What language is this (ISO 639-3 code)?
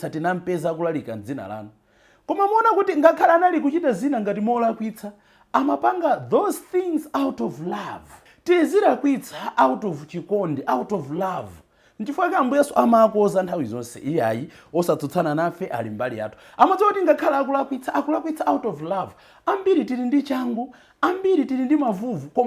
nya